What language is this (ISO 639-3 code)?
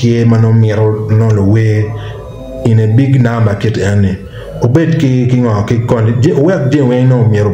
ach